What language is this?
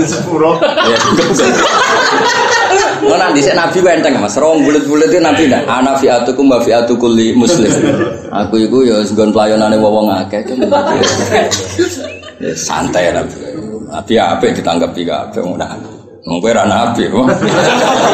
Javanese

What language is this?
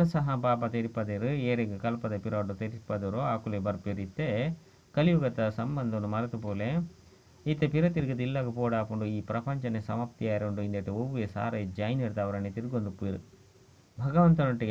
Tulu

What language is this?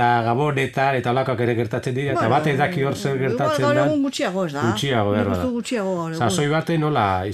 Basque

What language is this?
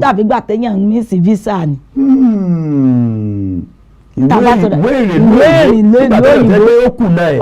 Yoruba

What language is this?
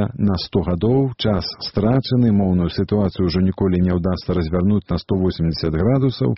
Belarusian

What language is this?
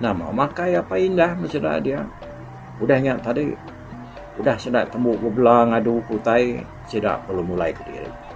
Iban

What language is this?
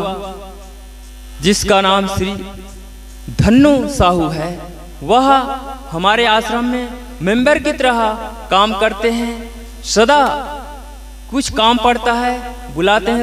Hindi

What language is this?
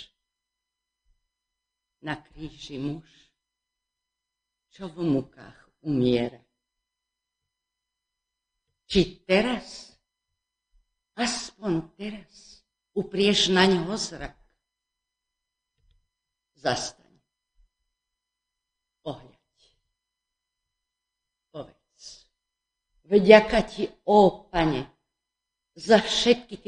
Slovak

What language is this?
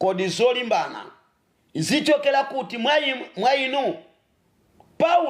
Nyanja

